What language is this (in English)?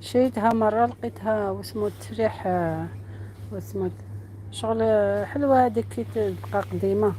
Algerian Arabic